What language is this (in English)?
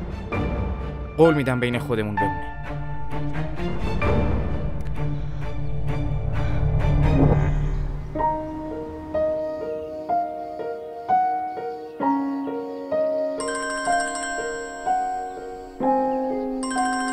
Persian